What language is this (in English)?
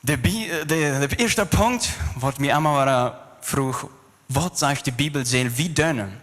Plautdietsch